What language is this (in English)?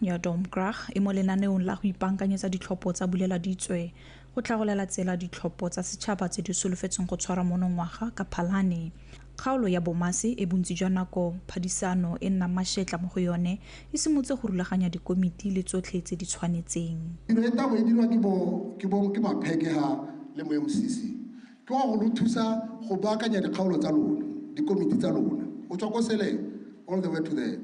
Tswana